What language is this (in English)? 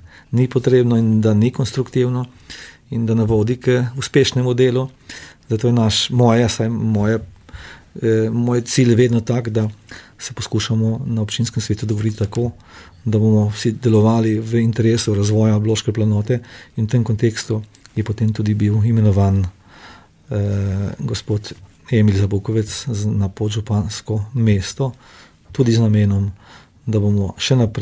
Slovenian